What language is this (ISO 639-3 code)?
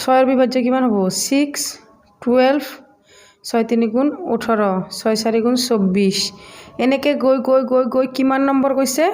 asm